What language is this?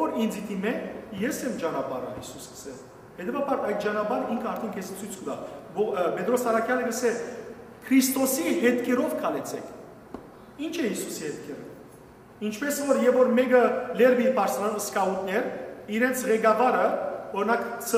Western Armenian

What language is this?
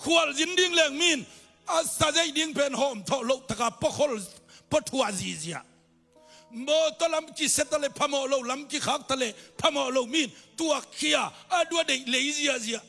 Tedim Chin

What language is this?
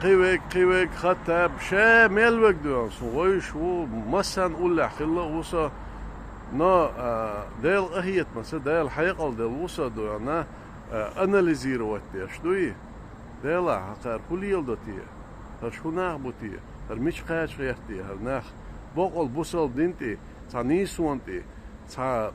Chechen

